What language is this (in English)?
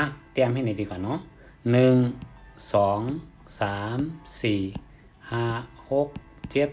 Shan